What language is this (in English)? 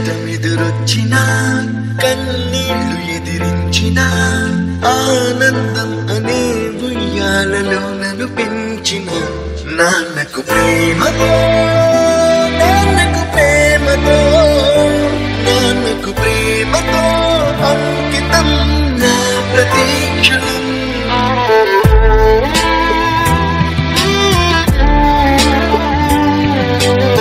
Telugu